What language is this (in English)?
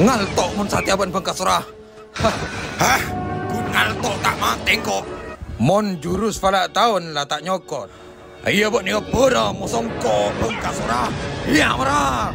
Madurese